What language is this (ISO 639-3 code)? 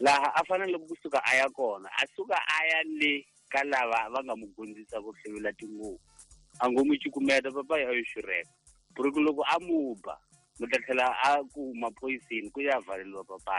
tso